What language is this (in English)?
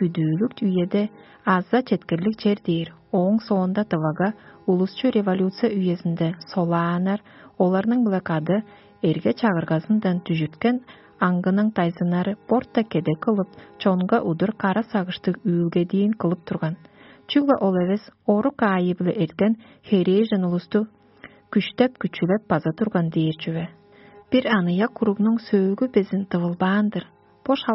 Tuvinian